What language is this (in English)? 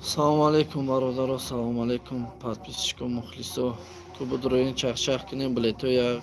Tajik